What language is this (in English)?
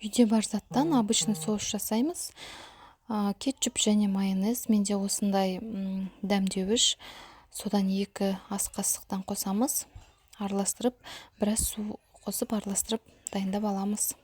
Kazakh